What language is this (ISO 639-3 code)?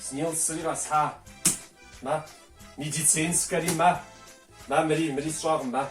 kbd